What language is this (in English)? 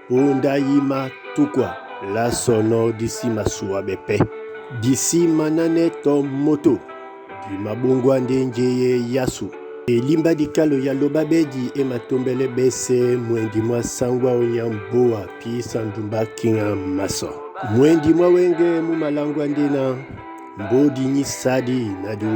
Duala